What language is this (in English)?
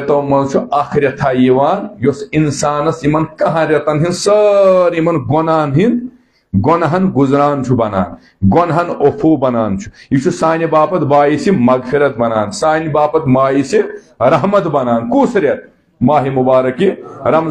Kashmiri